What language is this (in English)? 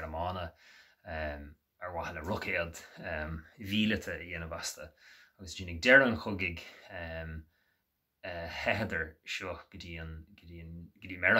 Irish